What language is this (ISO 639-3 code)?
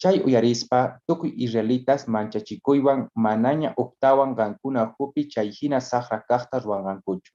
quh